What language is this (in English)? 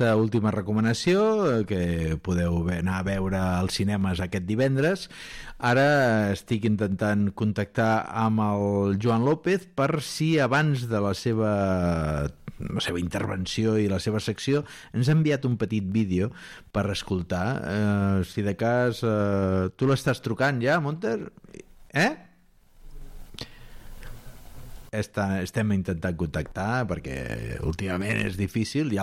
Catalan